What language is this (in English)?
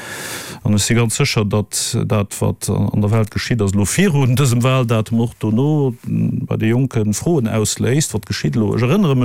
Luxembourgish